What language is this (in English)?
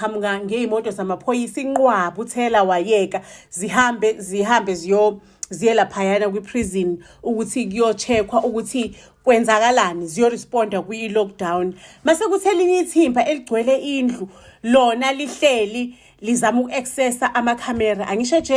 Zulu